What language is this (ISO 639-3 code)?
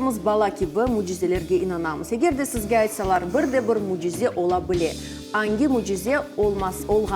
crh